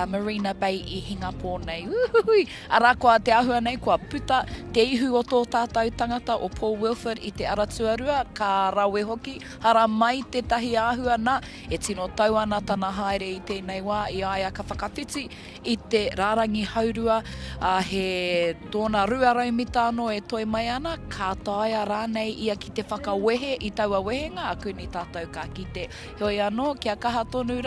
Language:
Māori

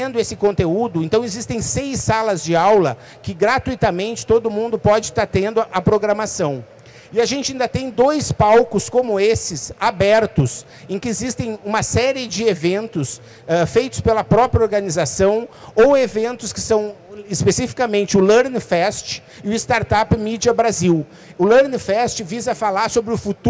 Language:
Portuguese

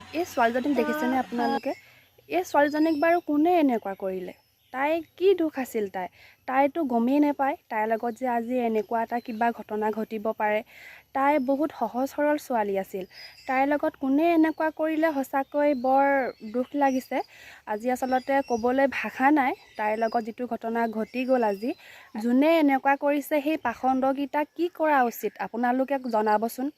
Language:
Assamese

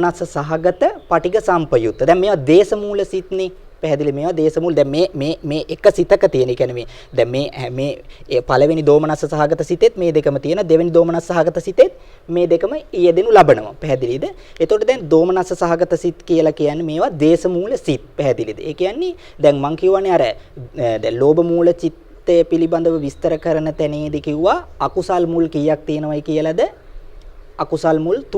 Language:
Sinhala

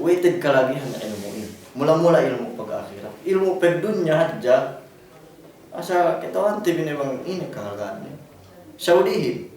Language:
Yakan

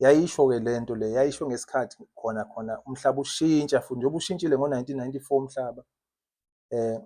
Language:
Zulu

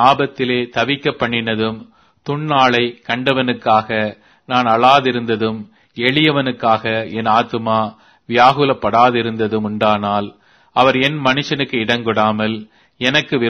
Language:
Tamil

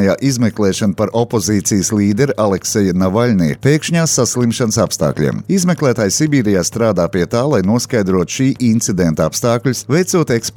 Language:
Latvian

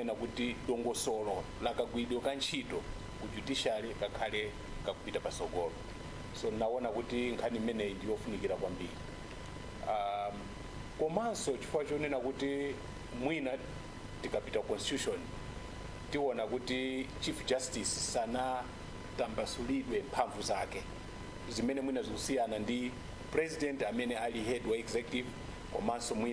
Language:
Nyanja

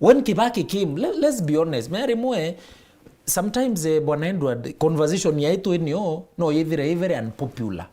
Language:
Meru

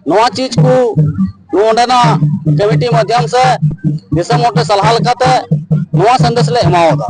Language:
Santali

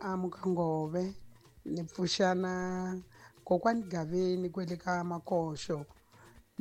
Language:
Tsonga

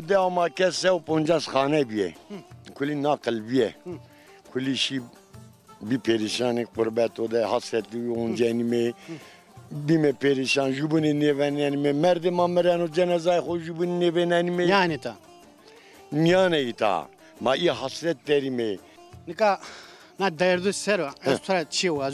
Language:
Zaza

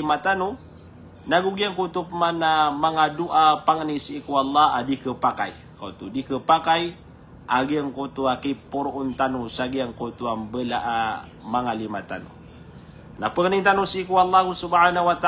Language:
Maranao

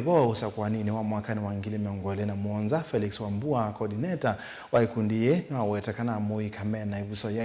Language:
Kamba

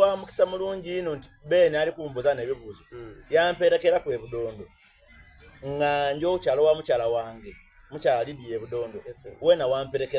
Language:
Soga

